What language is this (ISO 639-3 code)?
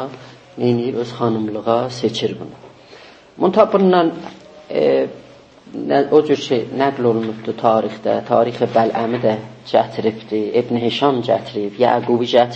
azb